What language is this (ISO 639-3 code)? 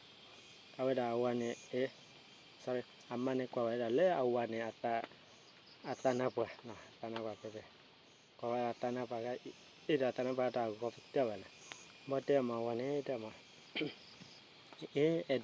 ksw